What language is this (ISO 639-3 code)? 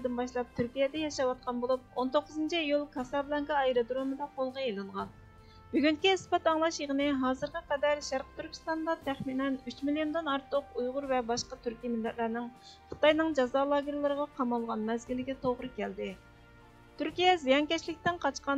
uig